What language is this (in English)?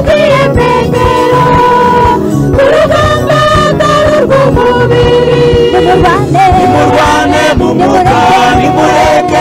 Kinyarwanda